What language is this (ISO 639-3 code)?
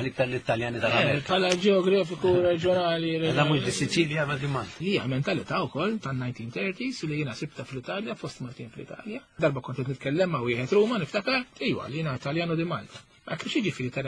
mlt